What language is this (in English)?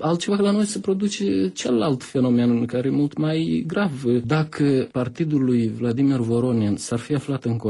Romanian